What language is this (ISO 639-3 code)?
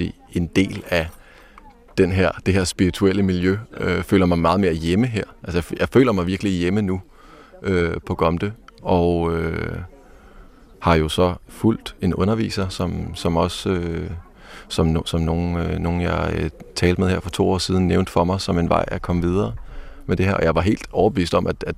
dan